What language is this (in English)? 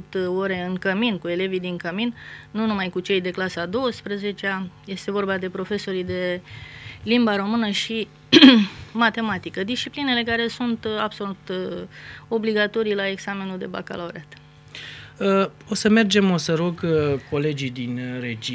Romanian